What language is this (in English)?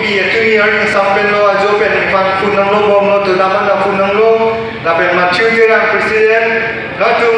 Karbi